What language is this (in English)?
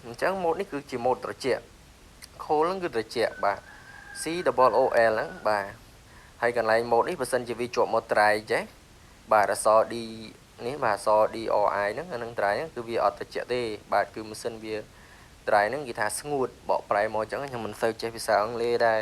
Khmer